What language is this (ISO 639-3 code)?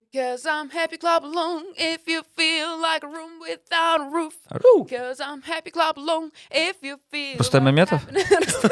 crh